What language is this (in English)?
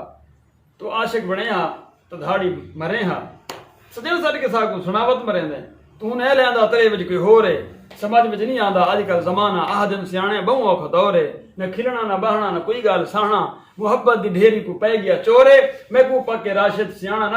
Saraiki